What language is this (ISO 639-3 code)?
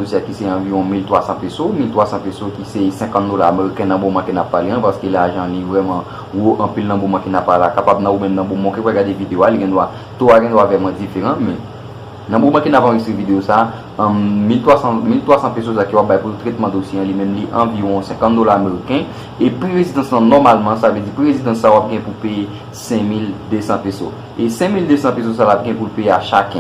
hat